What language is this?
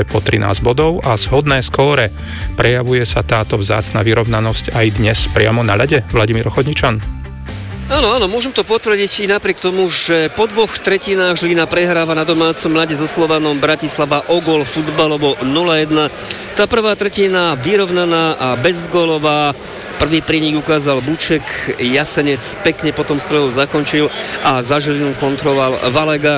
Slovak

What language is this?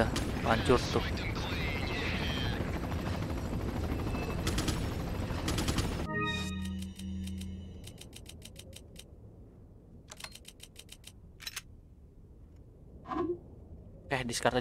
Indonesian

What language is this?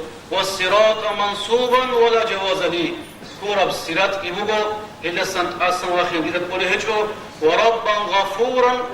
Avaric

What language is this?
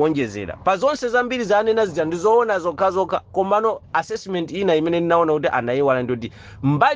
Nyanja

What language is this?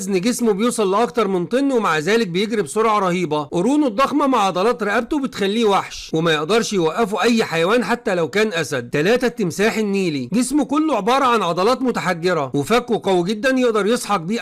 Egyptian Arabic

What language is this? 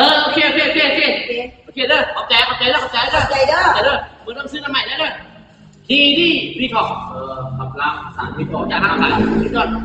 Northeastern Thai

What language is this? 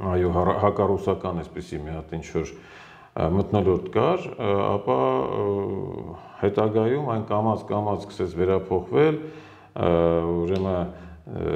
Armenian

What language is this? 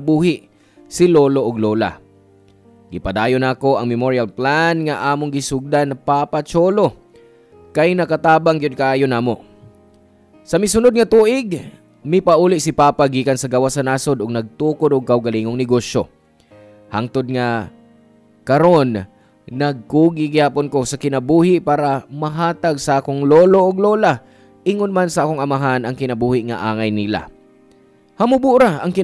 Cebuano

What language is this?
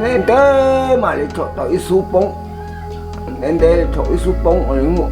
Hmong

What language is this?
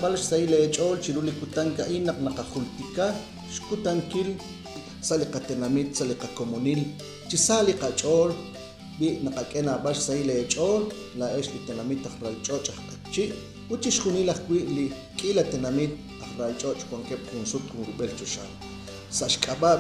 Kekchí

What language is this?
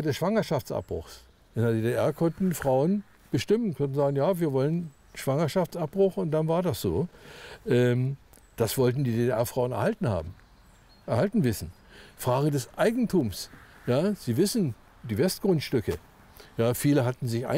German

